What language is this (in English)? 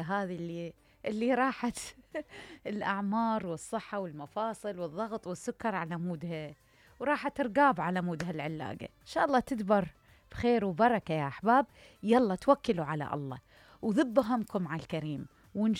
Mesopotamian Arabic